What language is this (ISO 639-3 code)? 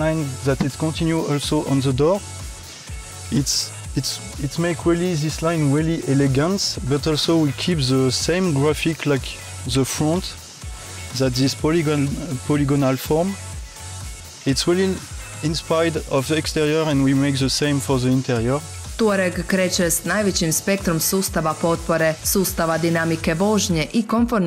hrv